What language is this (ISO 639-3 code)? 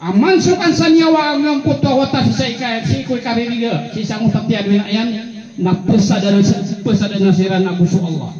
mrw